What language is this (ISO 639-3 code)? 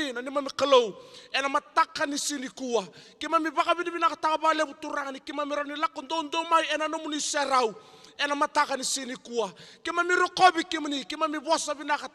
fij